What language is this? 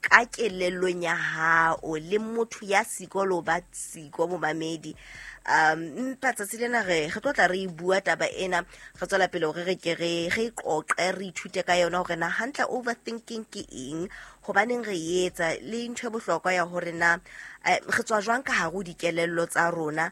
Southern Sotho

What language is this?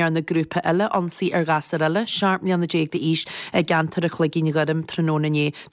Irish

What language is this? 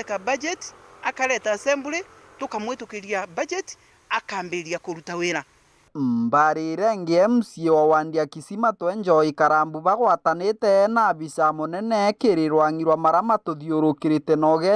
Meru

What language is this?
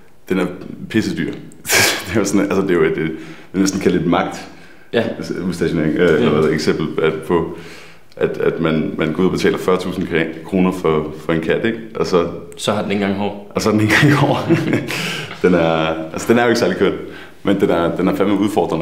Danish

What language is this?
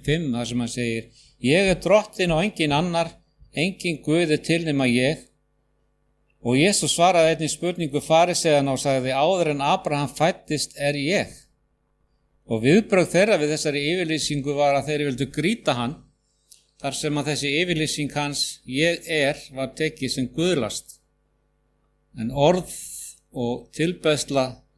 Icelandic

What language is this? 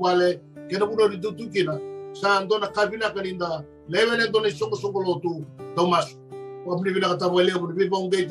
Fijian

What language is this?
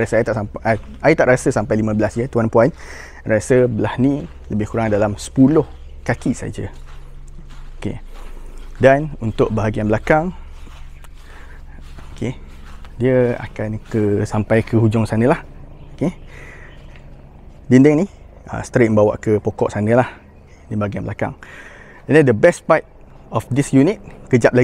Malay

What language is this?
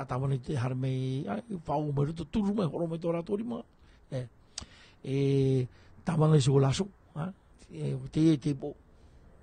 Tahitian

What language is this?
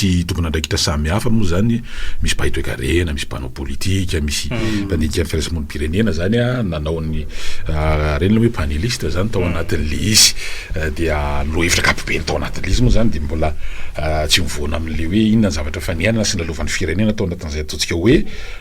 Malagasy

